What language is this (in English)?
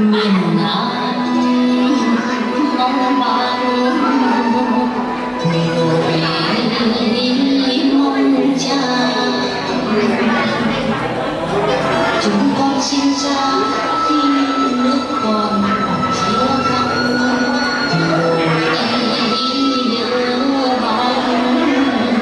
Vietnamese